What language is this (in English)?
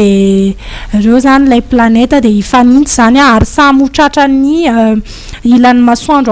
Malagasy